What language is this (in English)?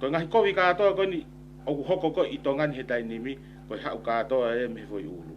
Tongan